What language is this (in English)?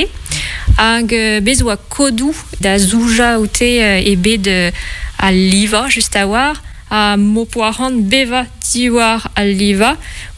Breton